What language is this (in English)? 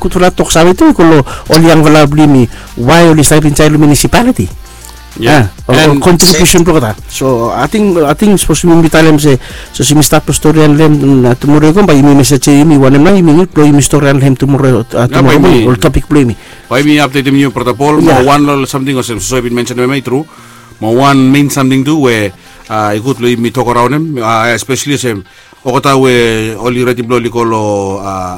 Bislama